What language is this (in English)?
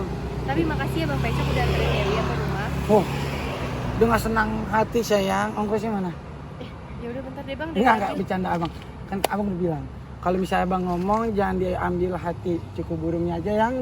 Betawi